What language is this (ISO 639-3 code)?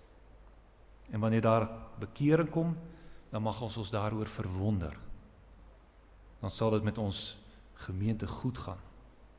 afr